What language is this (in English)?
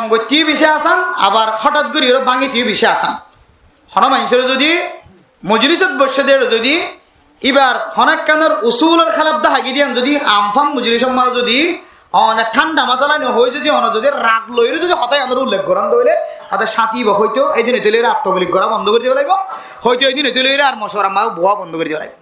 Rohingya